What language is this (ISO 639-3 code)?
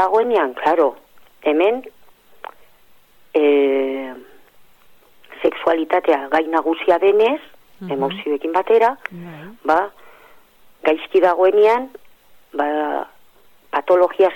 eus